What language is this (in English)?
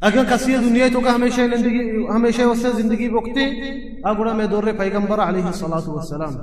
Baluchi